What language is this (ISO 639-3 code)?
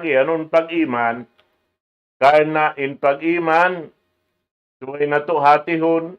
tsg